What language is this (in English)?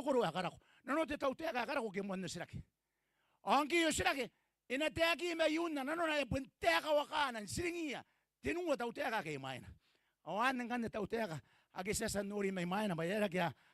Gilbertese